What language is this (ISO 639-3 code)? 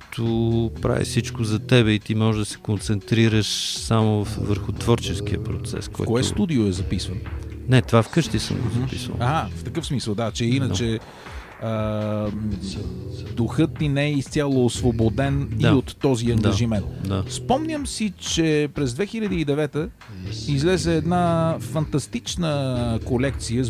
bul